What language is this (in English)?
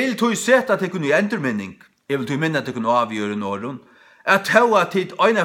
Faroese